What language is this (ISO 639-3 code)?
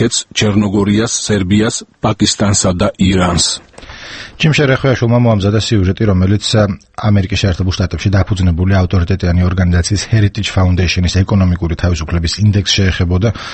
kat